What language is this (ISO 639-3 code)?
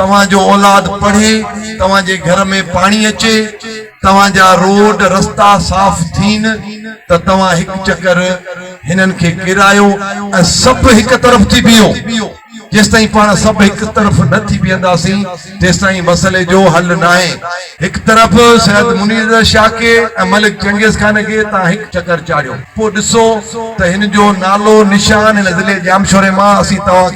snd